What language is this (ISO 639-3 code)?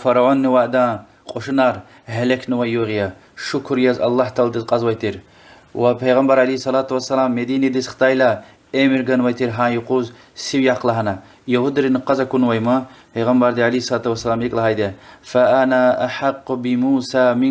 lez